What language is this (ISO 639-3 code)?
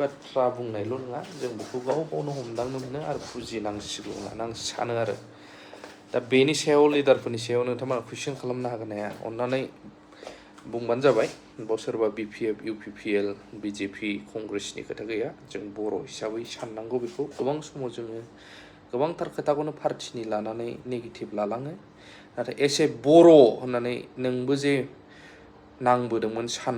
brx